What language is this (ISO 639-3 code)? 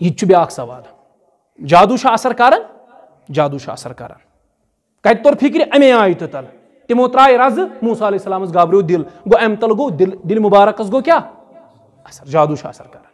kas